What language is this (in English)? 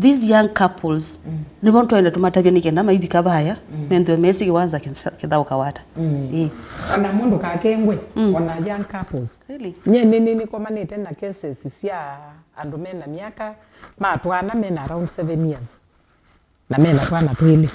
Kamba